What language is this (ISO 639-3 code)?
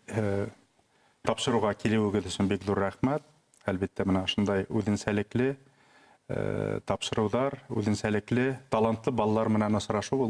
bak